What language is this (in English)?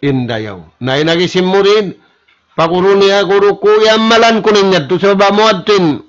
Tausug